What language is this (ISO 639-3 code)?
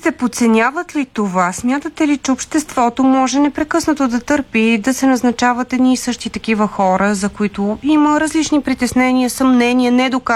bul